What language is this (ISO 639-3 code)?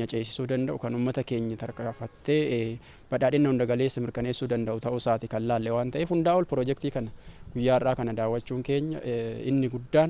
orm